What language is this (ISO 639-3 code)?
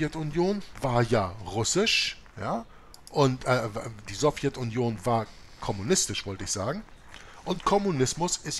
deu